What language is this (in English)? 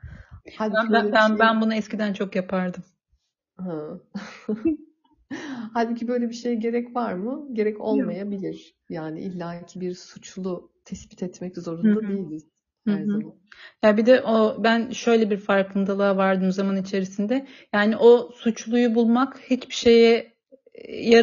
Turkish